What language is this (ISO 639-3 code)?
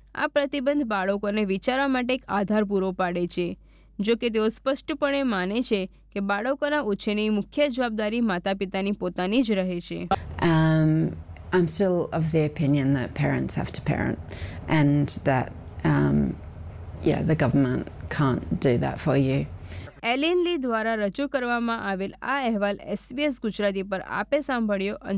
guj